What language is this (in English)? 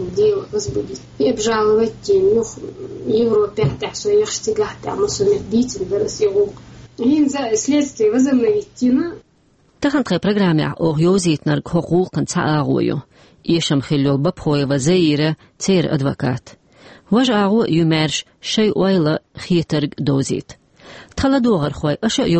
Chechen